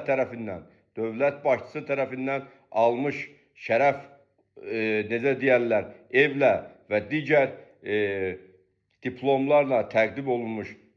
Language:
Azerbaijani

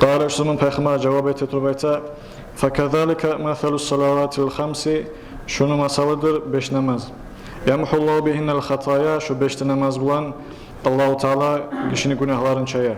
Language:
Kumyk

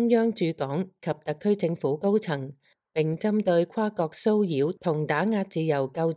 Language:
Cantonese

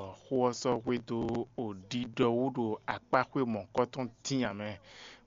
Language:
Fon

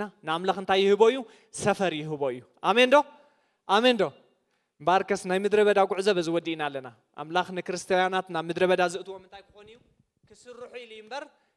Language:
Tigrinya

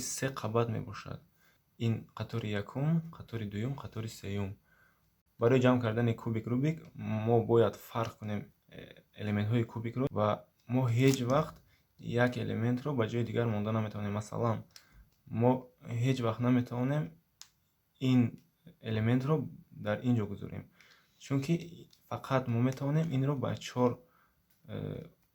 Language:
Tajik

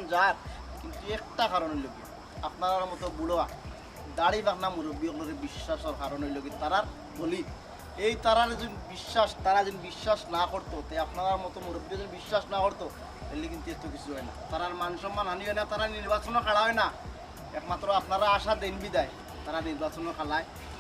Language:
Sylheti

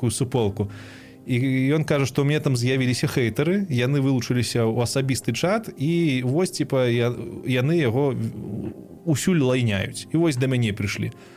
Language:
Belarusian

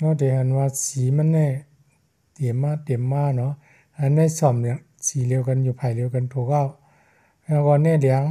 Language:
Shan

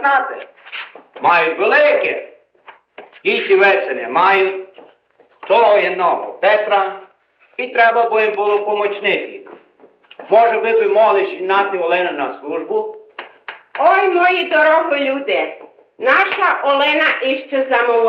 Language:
Rusyn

